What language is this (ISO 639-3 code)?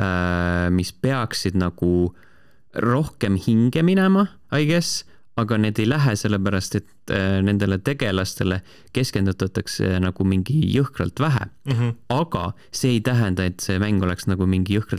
est